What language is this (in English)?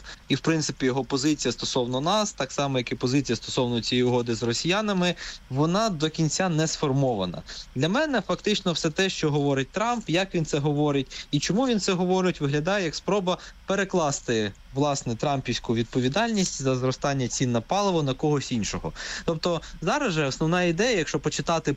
Ukrainian